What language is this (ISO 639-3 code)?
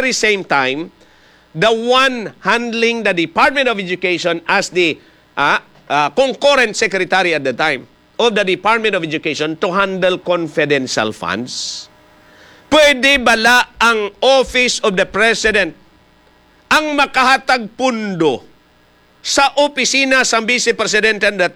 hil